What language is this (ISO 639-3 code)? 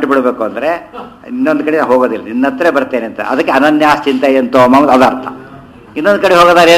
kan